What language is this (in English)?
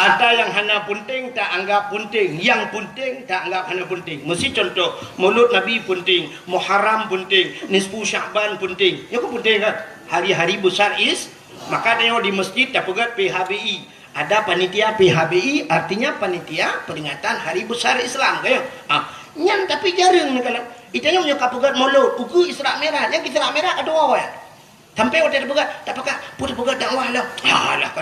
Achinese